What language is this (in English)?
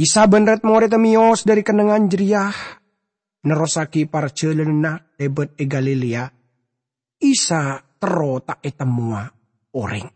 Madurese